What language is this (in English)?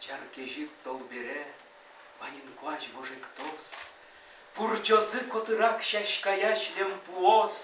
Udmurt